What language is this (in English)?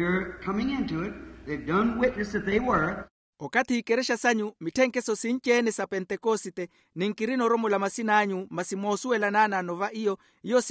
Makhuwa